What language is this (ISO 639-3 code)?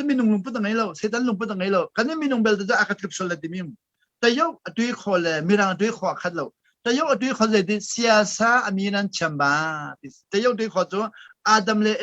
cnh